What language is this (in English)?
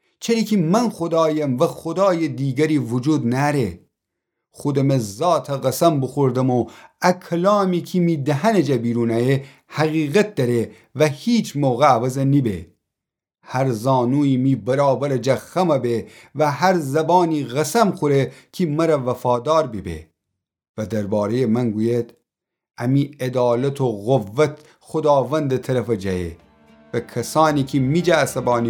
Gilaki